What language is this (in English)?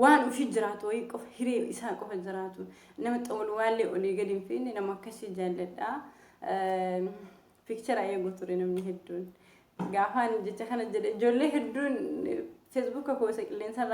Oromo